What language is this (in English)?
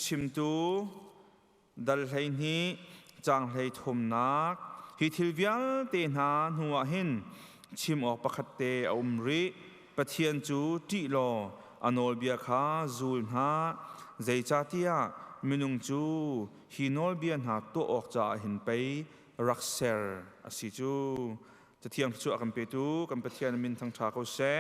Hakha Chin